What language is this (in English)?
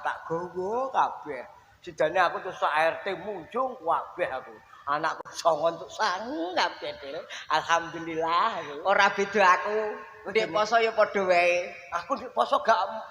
Javanese